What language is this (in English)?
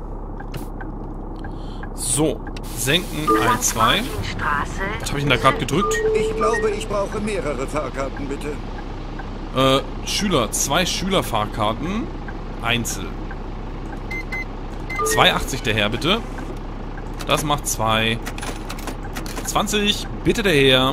German